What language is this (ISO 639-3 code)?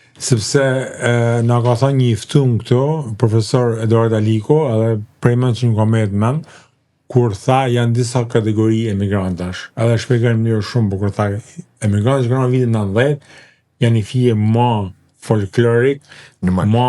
sqi